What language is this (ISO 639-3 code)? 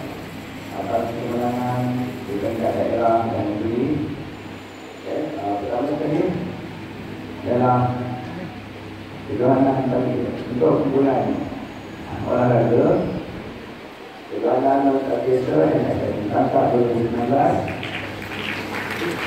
msa